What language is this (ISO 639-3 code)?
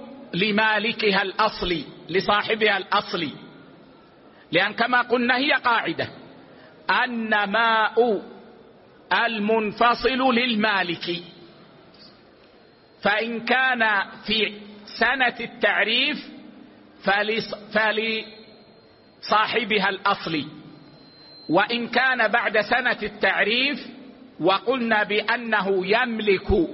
ara